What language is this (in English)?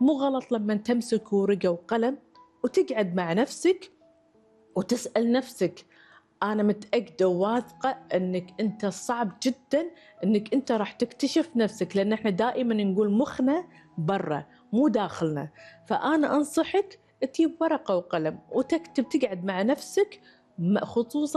Gulf Arabic